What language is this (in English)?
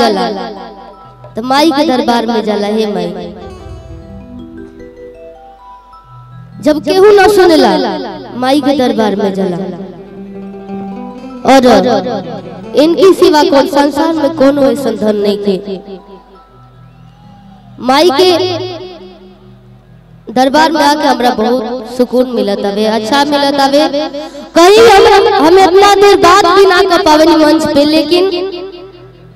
Bhojpuri